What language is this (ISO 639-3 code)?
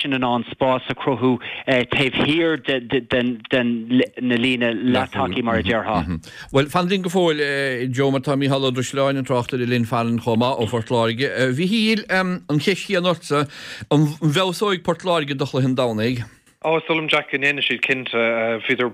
gle